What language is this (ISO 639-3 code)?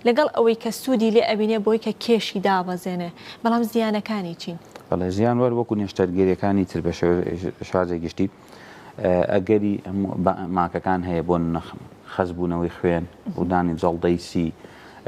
ckb